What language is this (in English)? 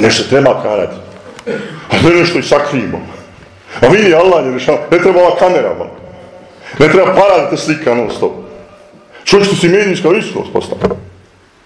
Bosnian